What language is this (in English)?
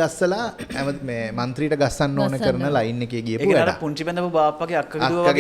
Sinhala